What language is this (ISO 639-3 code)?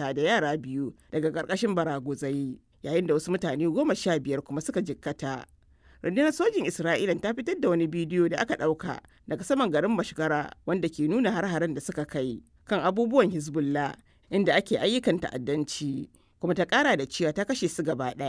hau